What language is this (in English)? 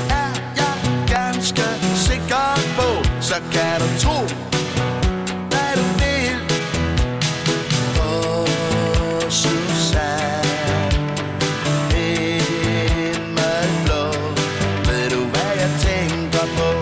Danish